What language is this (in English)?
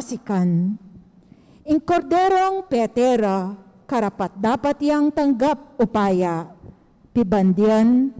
Pampanga